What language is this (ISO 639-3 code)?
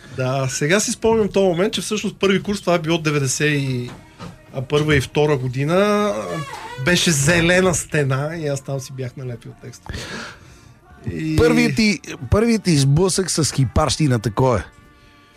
bul